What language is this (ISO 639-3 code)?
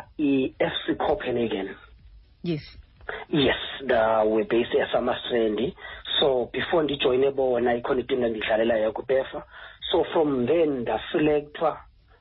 xho